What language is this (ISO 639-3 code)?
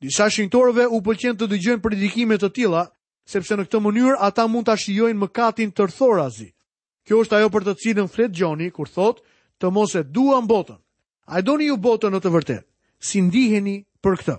sqi